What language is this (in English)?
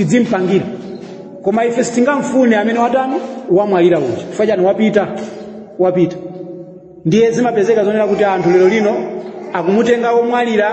Nyanja